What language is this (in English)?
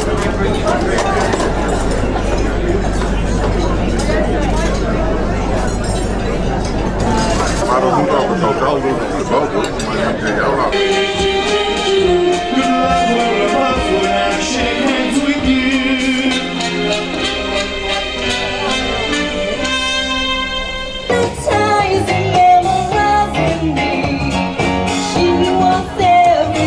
Dutch